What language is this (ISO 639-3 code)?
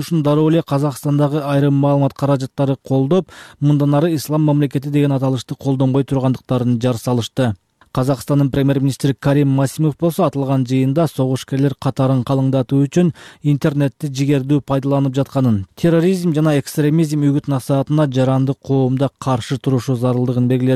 kir